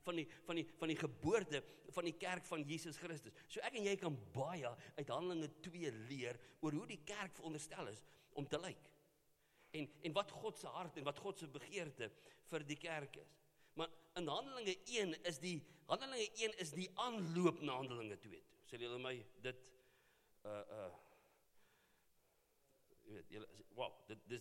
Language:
Afrikaans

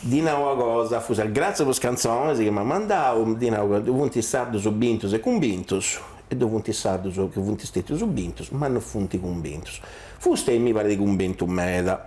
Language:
Sardinian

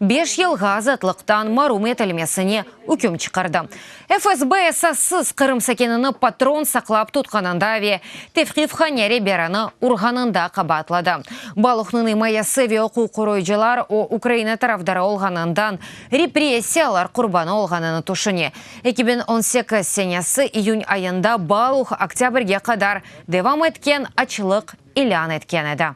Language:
Crimean Tatar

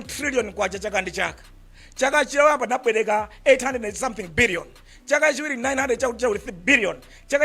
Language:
Nyanja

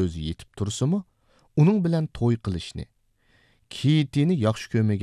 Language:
Uyghur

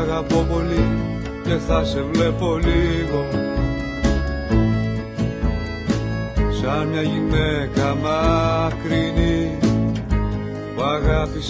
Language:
Greek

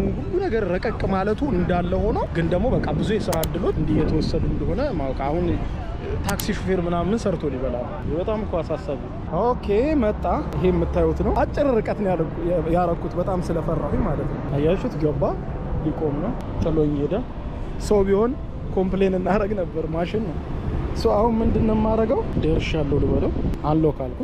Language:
Amharic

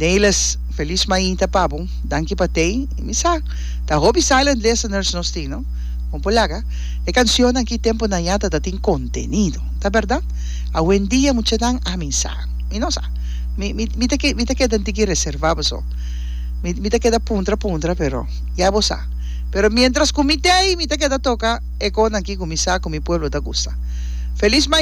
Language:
Papiamento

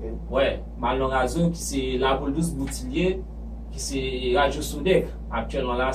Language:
Haitian Creole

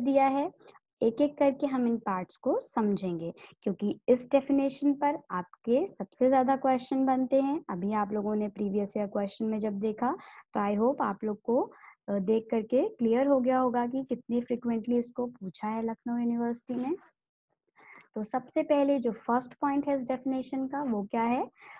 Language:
Hindi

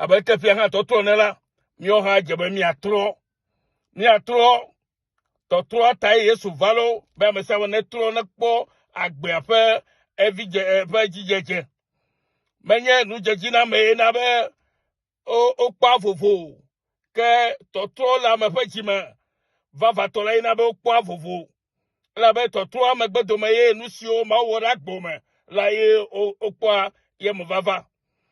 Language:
Ewe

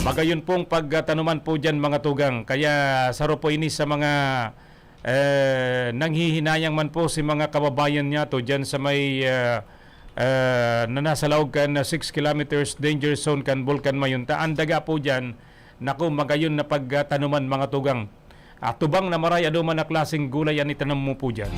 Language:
Bikol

